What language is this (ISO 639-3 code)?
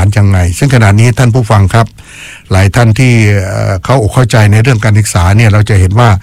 tha